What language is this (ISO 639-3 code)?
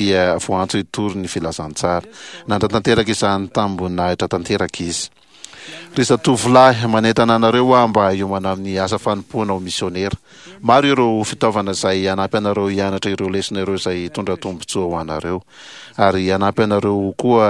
mlg